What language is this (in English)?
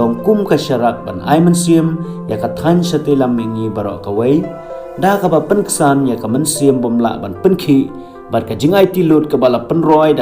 Khasi